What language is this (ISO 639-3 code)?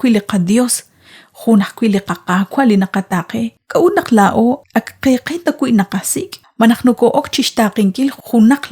kek